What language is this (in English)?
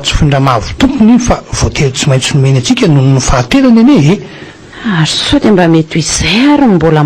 Malagasy